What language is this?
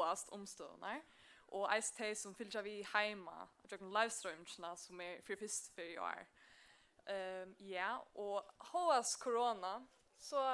Faroese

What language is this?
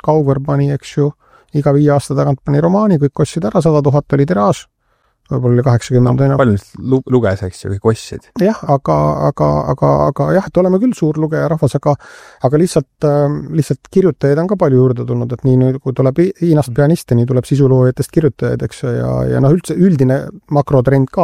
Estonian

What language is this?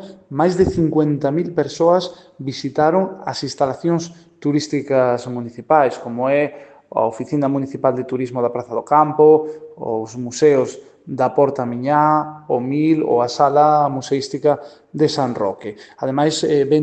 Galician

